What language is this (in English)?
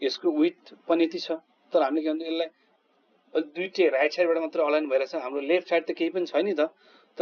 Nepali